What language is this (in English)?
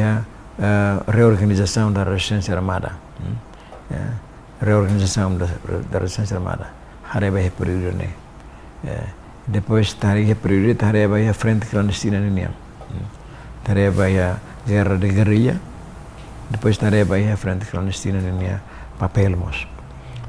Tetum